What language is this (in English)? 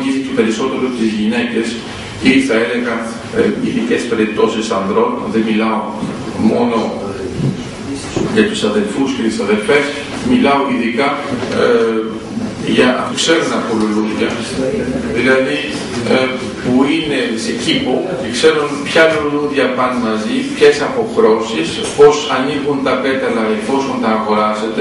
Greek